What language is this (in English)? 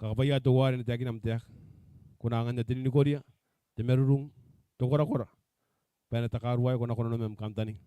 Gilbertese